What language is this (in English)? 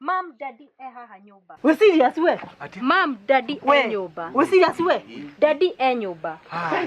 Kikuyu